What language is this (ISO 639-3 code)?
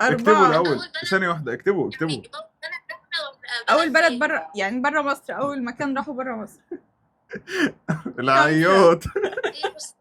arz